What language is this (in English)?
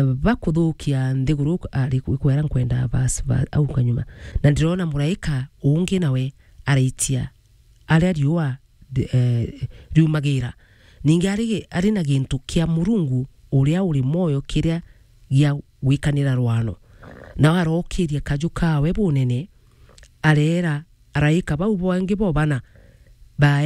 Meru